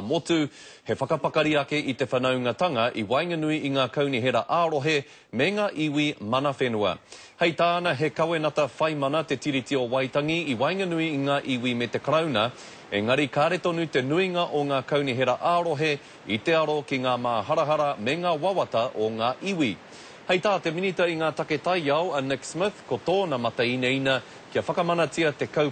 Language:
Māori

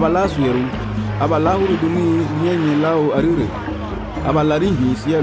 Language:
Garifuna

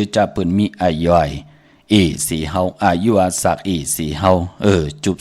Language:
Shan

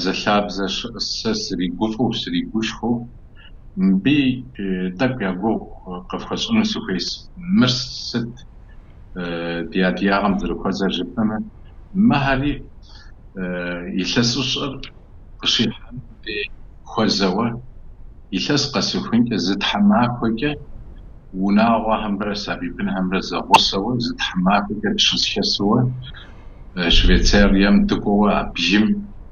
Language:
Kabardian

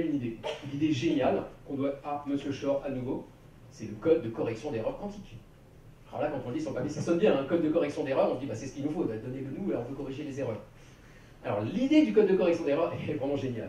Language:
French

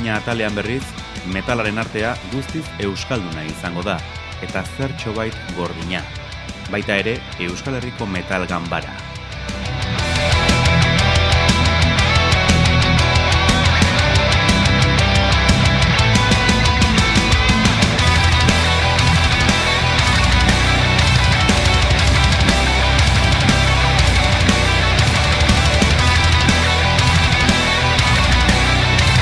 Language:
Basque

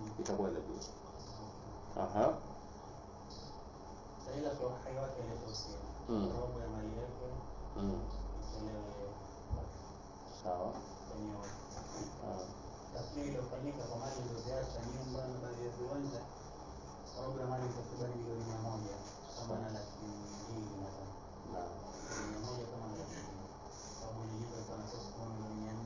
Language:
Swahili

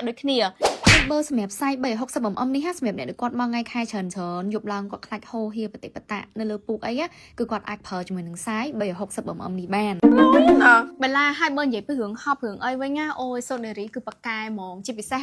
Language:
Khmer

